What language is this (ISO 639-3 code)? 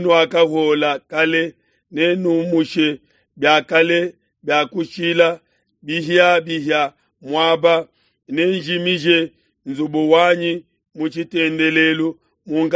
lua